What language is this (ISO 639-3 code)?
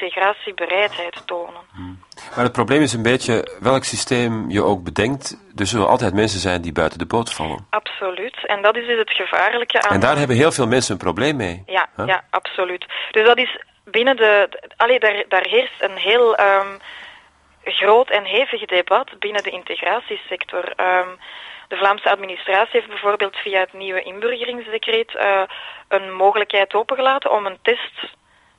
nld